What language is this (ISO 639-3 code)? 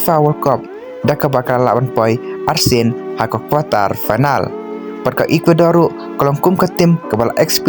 kha